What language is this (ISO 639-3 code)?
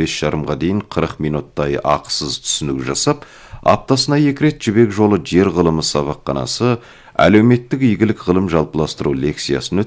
kaz